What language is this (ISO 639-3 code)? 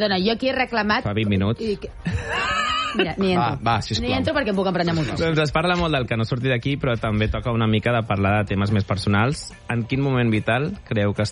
cat